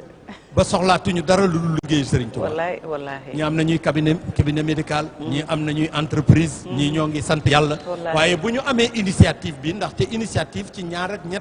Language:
Wolof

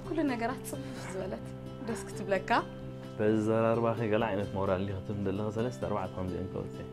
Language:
Tigrinya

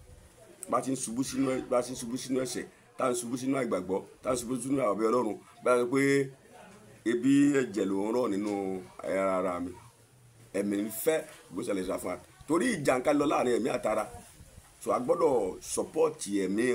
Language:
Yoruba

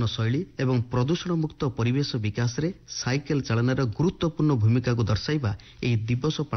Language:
Odia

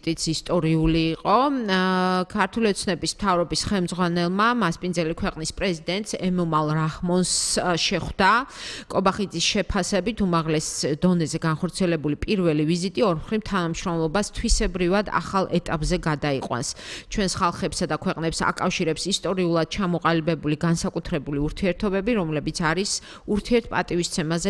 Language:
Georgian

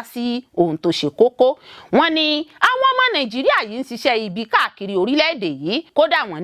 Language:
Yoruba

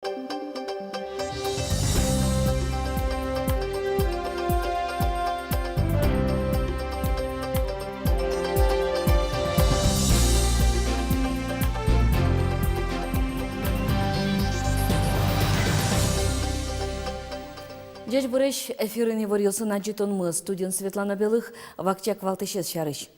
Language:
Udmurt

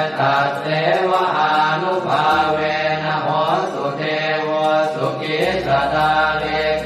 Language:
Pali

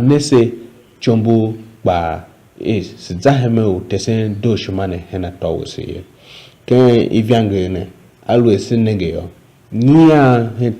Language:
Tiv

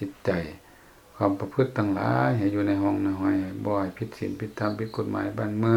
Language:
Lao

